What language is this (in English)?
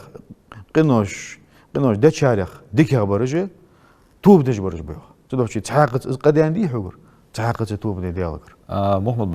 Ingush